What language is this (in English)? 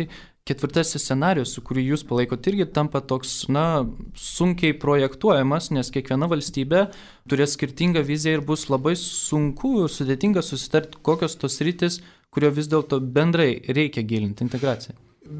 Lithuanian